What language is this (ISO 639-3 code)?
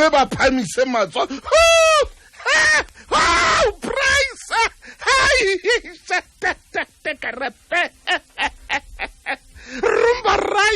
sot